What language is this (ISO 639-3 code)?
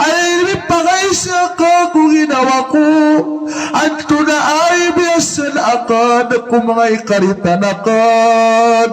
mrw